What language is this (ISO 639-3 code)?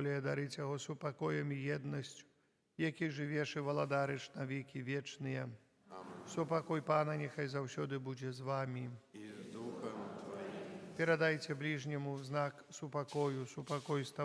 bel